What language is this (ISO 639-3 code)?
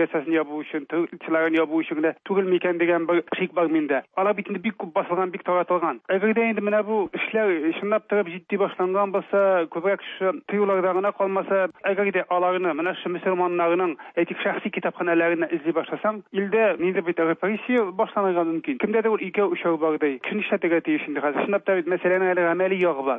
tat